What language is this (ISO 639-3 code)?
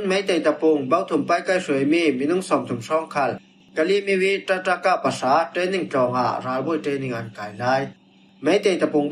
cfm